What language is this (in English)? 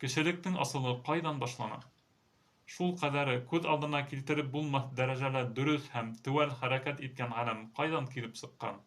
Bashkir